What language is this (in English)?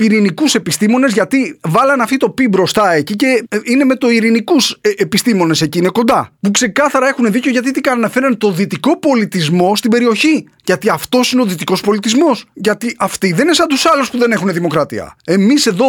Greek